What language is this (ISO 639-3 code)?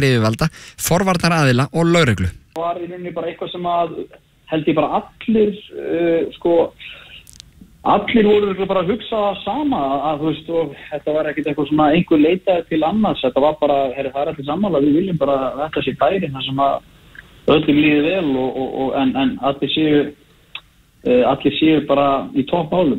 isl